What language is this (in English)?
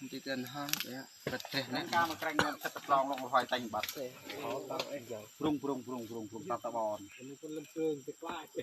Central Mnong